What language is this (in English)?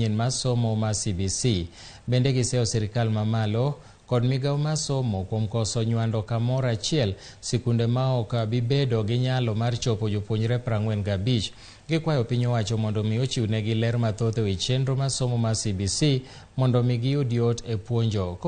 Luo (Kenya and Tanzania)